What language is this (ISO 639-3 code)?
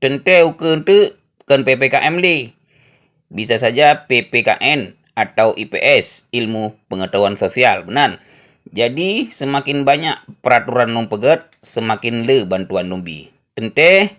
ace